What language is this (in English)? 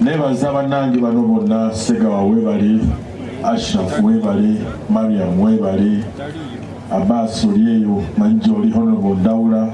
Ganda